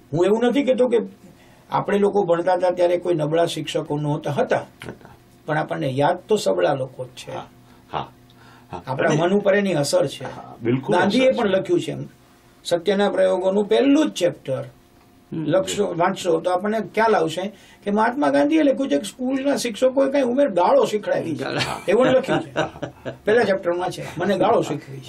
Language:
Gujarati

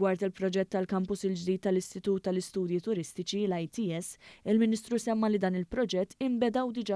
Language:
Maltese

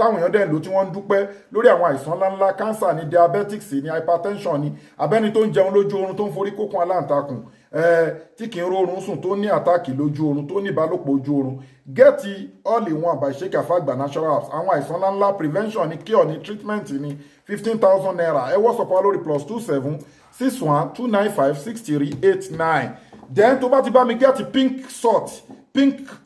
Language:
Yoruba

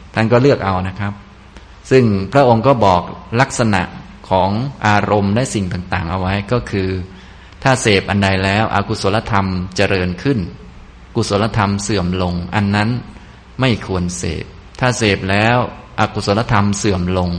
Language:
Thai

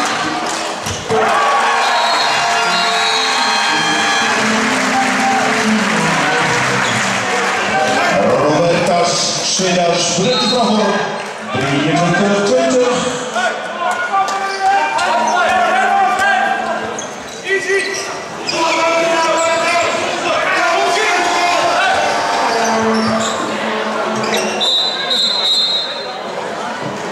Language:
Dutch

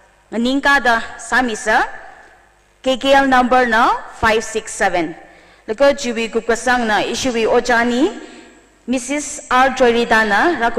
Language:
Tangkhul Naga (India)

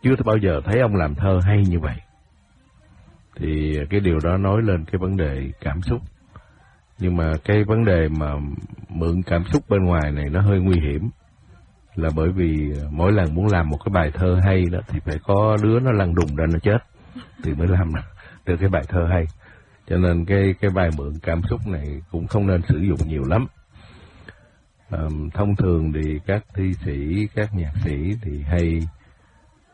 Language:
Vietnamese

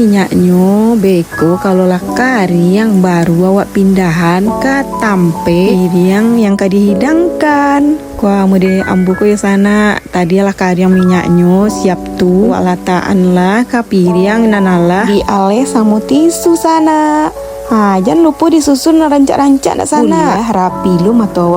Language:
Minangkabau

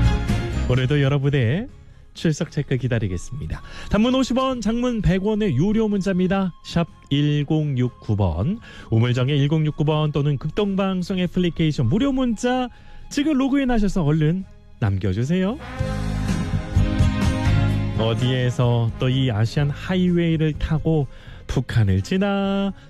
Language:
Korean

